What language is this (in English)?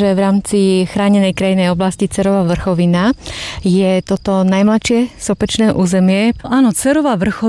Slovak